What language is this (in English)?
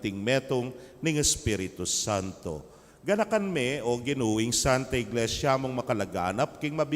Pampanga